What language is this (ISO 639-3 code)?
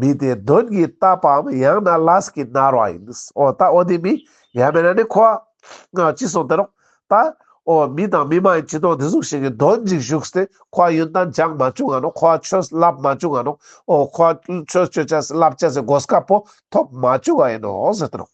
lbj